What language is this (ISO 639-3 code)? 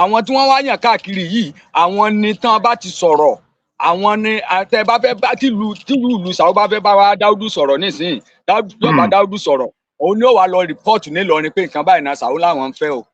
yor